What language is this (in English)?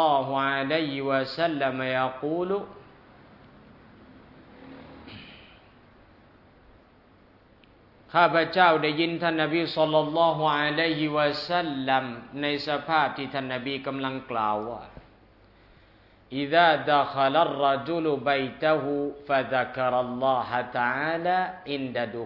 Thai